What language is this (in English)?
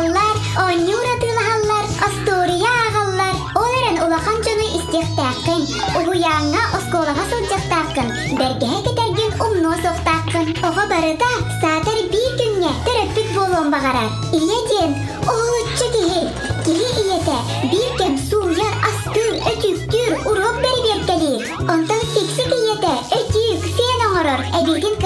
Yakut